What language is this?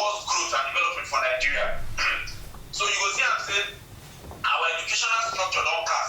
Nigerian Pidgin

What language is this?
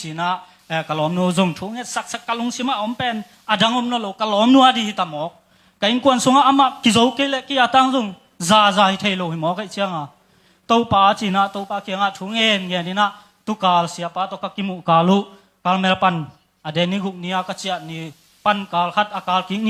Tedim Chin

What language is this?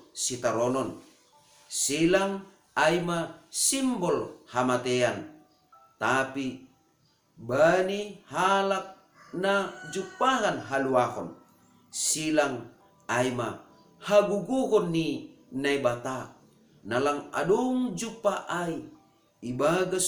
Batak Simalungun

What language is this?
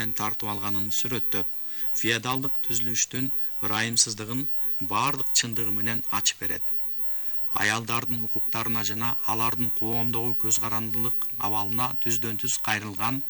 Kyrgyz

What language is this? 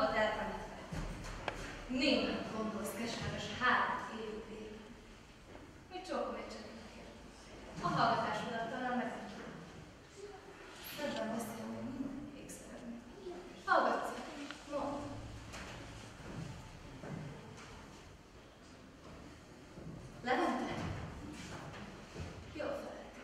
Hungarian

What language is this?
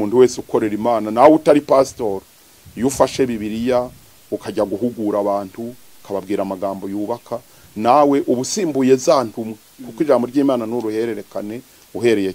Kinyarwanda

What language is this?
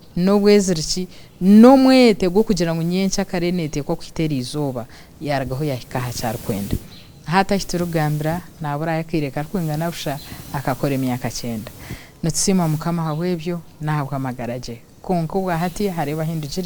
Nyankole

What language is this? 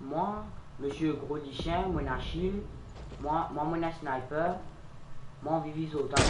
Morisyen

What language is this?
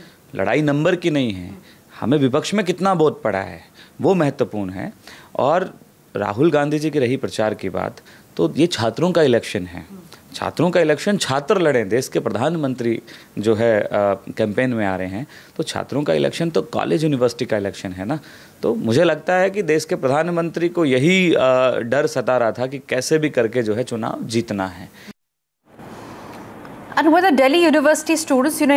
Hindi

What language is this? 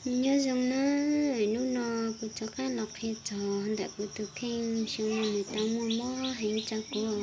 Hmong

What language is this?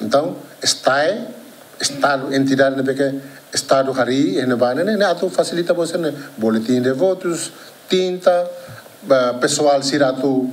Tetum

